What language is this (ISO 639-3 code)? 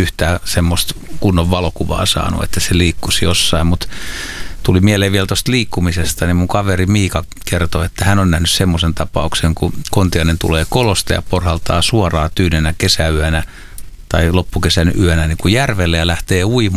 fin